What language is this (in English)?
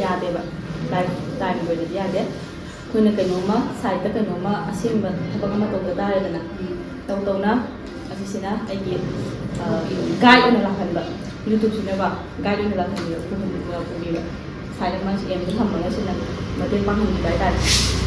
Manipuri